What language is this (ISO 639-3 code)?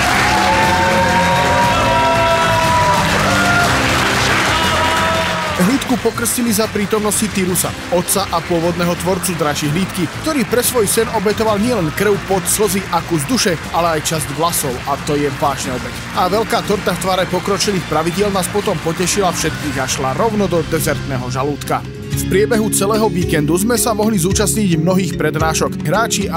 slk